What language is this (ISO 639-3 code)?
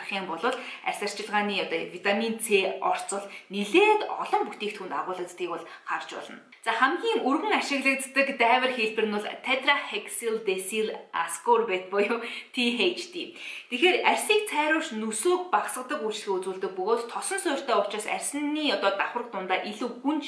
mon